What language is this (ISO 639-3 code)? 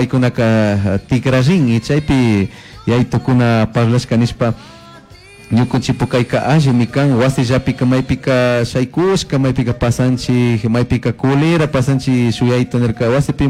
qug